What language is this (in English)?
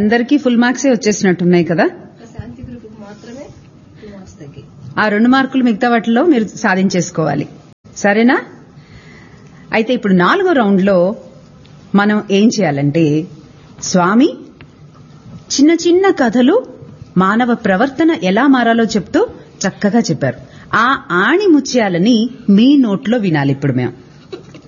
Telugu